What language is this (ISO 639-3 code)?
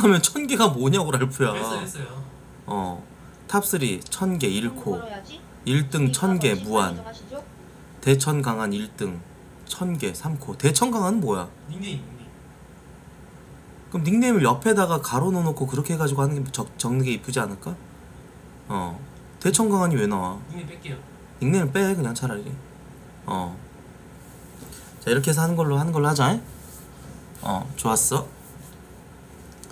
kor